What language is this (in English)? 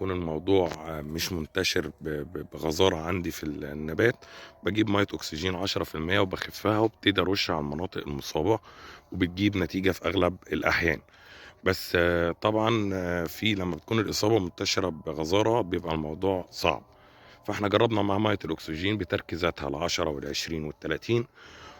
Egyptian Arabic